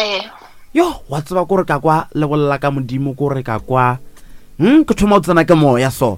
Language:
Northern Sotho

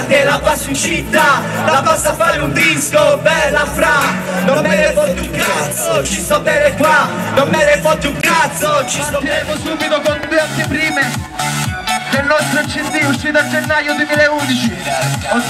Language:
Italian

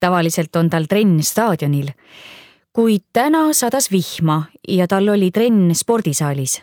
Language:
Estonian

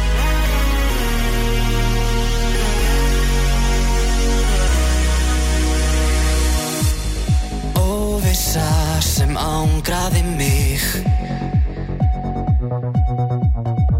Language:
Icelandic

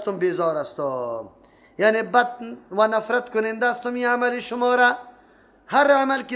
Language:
Persian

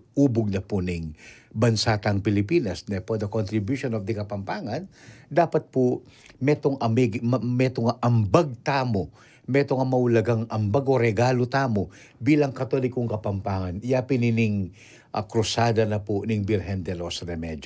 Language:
Pampanga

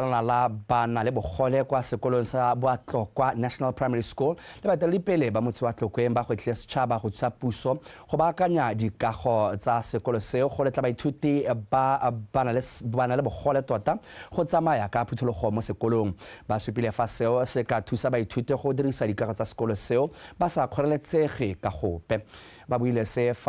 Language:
Tswana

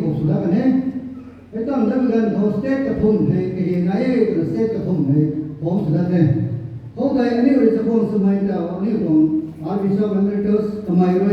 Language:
Rongmei Naga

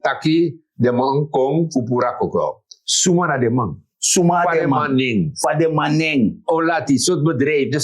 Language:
Sranan Tongo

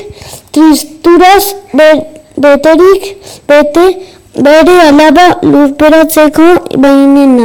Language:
Basque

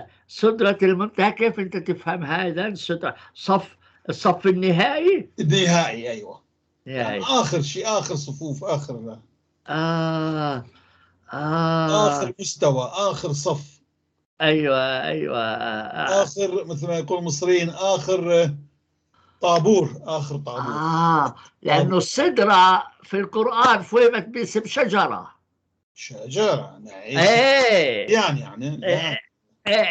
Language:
North Levantine Arabic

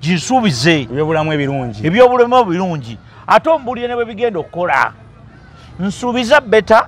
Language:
Ganda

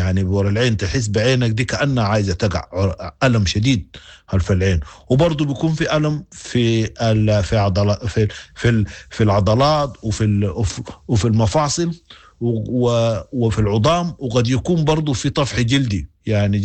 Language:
Sudanese Arabic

